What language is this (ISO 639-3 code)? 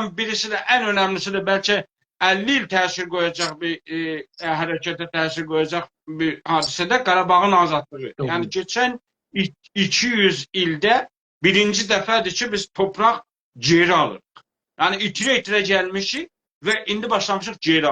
azb